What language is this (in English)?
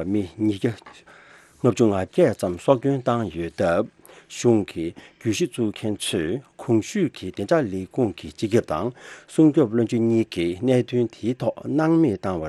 Tibetan